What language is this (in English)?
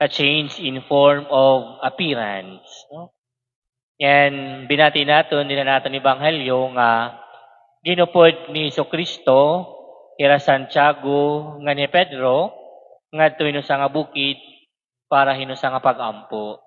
Waray